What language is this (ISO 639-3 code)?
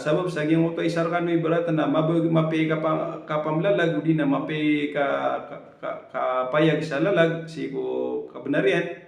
mrw